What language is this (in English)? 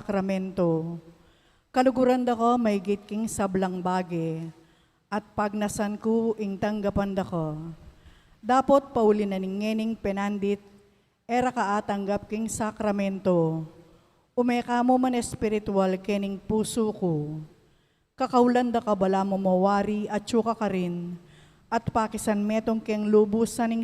Pampanga